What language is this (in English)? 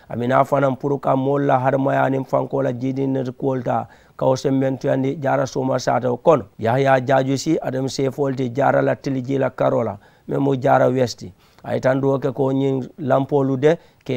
Mandingo